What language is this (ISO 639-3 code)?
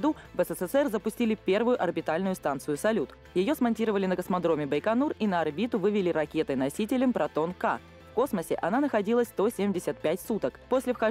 rus